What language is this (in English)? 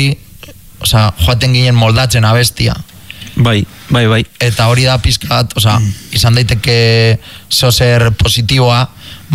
Basque